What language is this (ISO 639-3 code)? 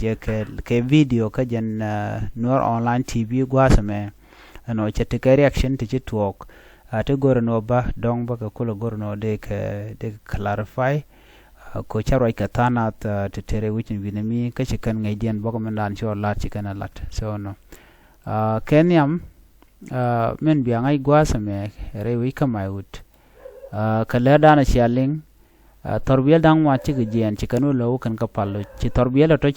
nus